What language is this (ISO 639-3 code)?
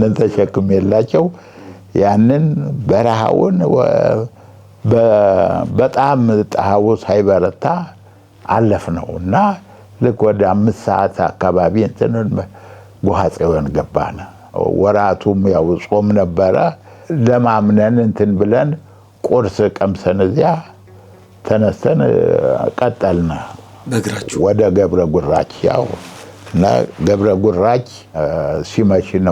amh